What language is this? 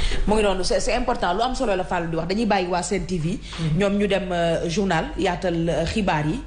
Wolof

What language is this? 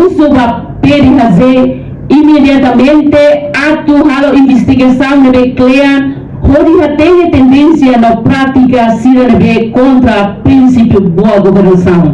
Tetum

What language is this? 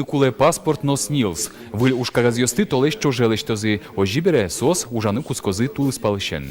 Udmurt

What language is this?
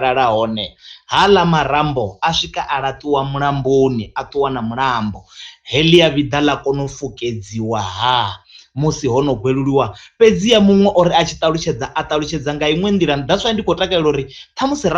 Venda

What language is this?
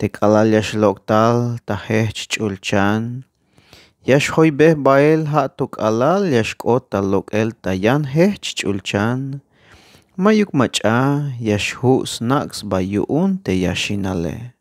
Tzeltal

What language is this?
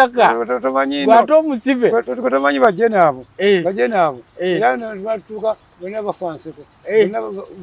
Ganda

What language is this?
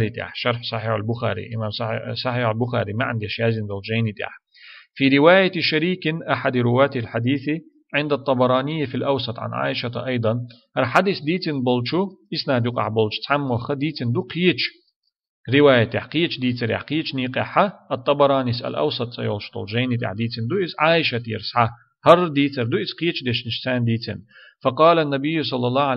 Chechen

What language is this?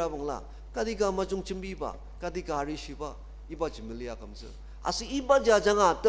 Ao Naga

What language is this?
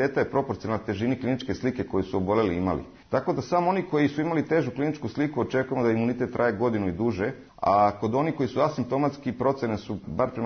Serbian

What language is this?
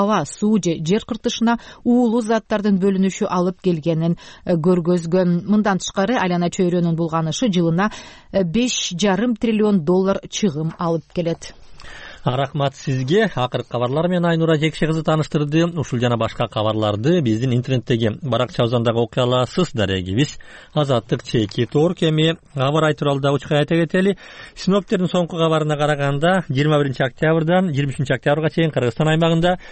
Kyrgyz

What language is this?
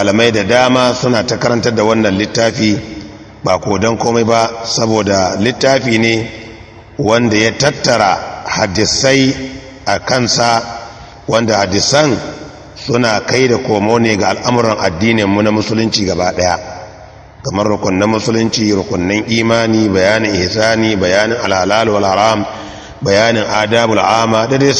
Hausa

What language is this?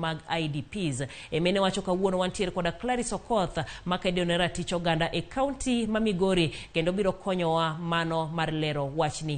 Luo (Kenya and Tanzania)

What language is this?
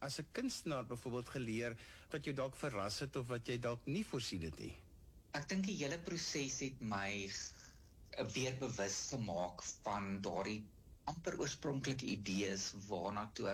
Afrikaans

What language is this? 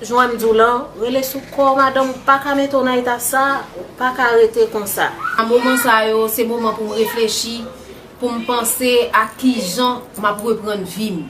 Haitian Creole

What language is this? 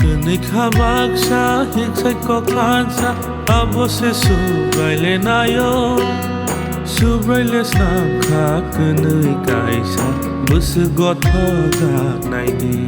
Kok Borok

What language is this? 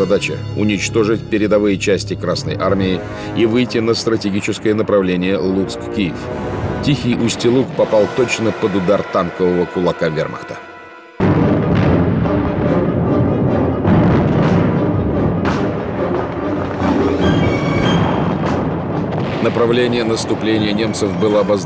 Russian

